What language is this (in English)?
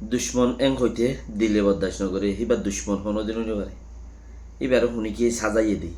Rohingya